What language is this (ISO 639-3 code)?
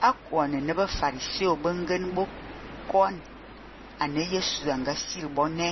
fan